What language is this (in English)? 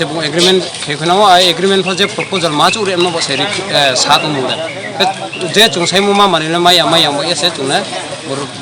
Riang (India)